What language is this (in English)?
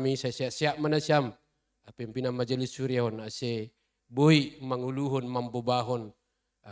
Batak Simalungun